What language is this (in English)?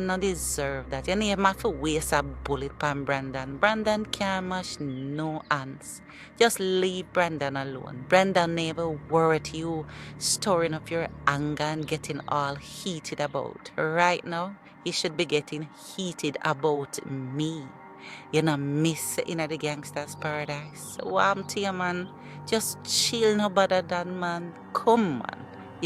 Jamaican Creole English